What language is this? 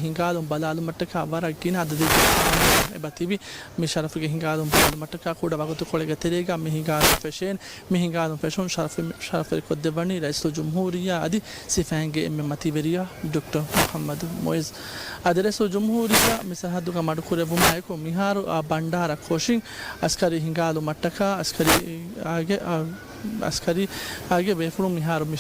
Divehi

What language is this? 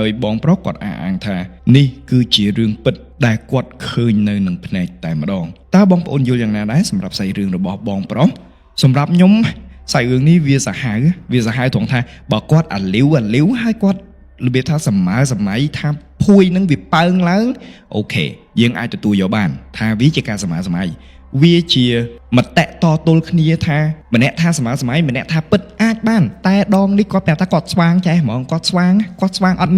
Khmer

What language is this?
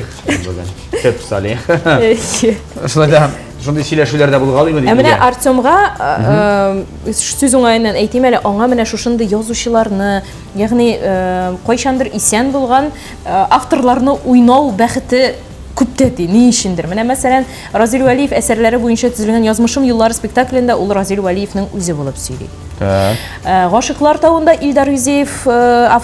Tatar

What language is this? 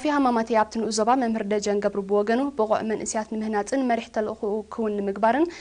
Tigrinya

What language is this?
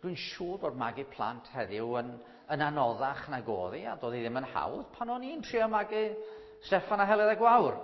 Welsh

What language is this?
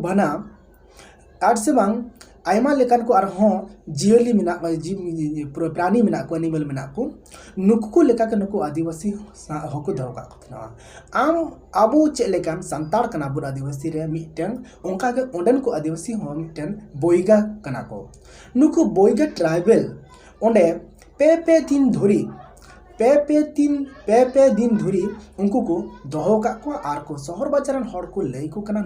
Santali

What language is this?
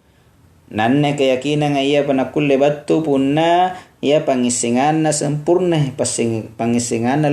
Makasar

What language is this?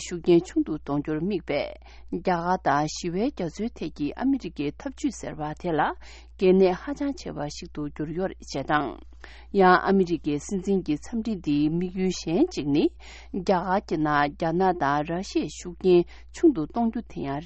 Tibetan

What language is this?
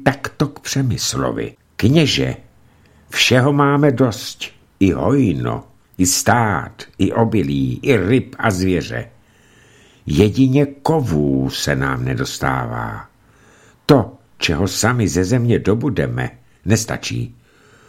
Czech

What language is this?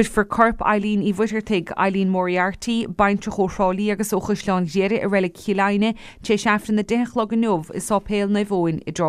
Irish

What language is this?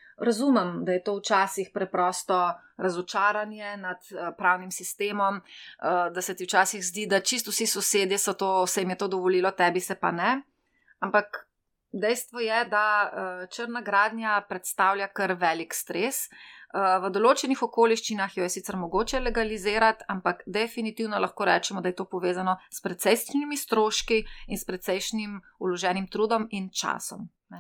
Slovenian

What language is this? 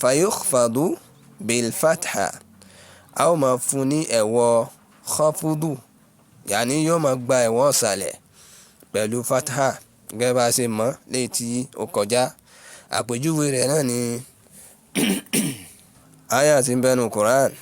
Yoruba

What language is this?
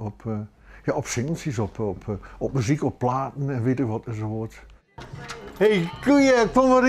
Western Frisian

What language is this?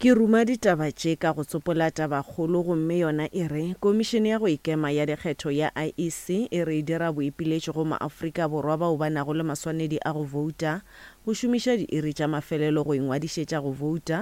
Northern Sotho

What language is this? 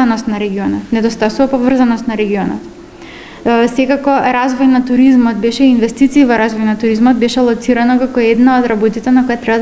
Macedonian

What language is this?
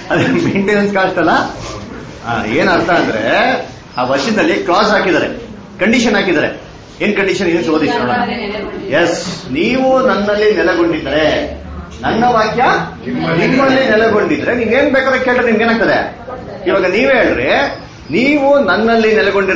Kannada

